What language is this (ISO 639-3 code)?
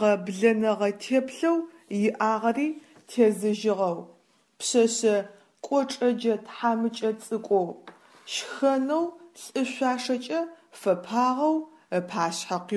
ady